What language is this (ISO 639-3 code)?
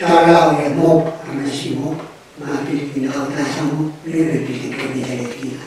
pon